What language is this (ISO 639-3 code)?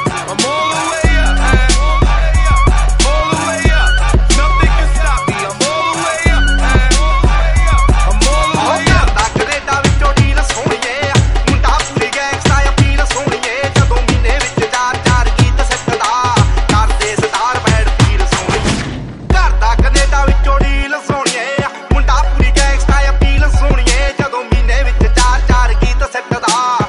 pan